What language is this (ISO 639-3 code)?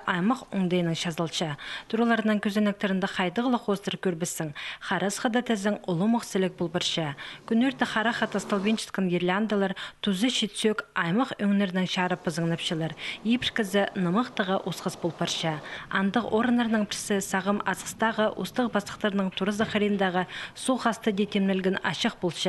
kjh